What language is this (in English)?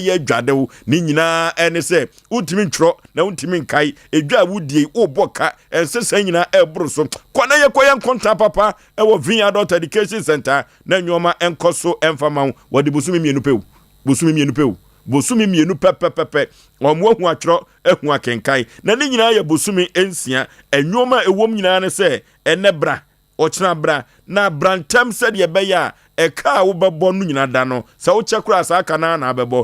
Akan